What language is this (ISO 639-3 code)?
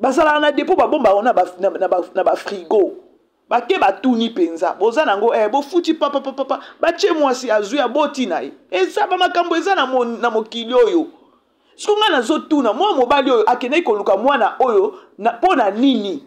lin